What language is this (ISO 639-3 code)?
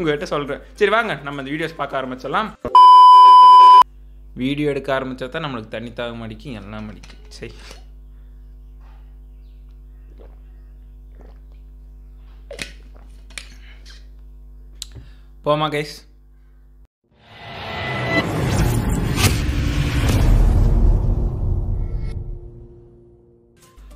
tam